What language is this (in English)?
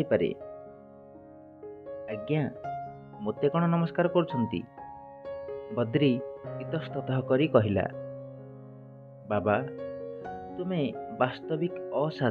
Odia